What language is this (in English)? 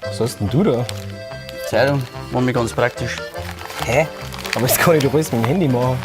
Bavarian